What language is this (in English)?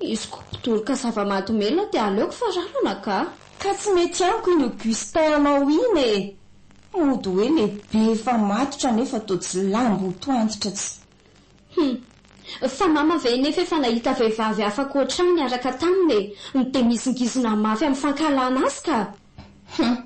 Malagasy